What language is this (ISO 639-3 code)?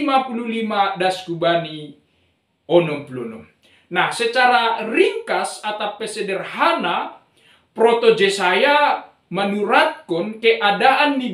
bts